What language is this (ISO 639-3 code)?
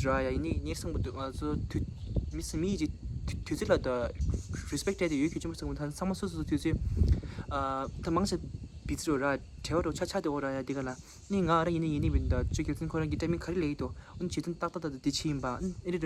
bod